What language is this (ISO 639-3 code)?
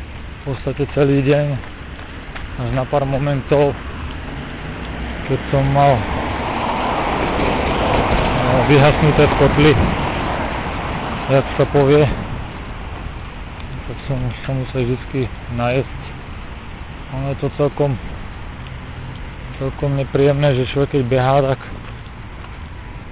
slk